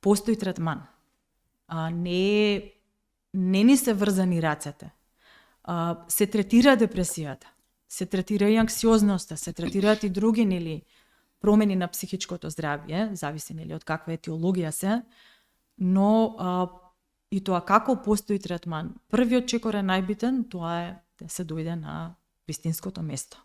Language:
Macedonian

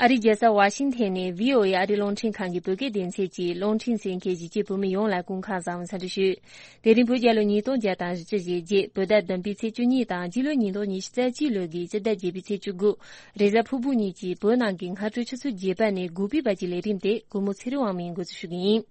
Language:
Tibetan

